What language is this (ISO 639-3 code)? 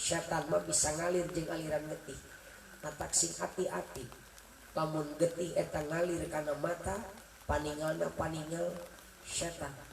sun